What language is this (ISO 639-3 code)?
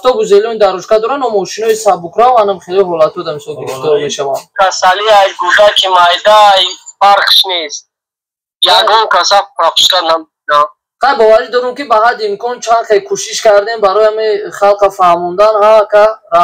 tgk